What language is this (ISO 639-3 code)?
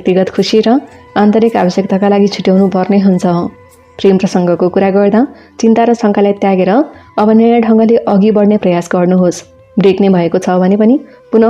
nep